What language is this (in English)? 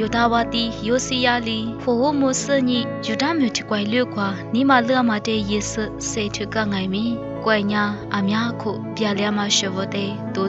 Lisu